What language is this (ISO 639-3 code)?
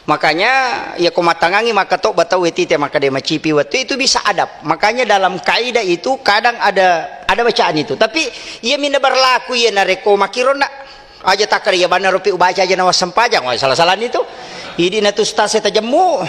bug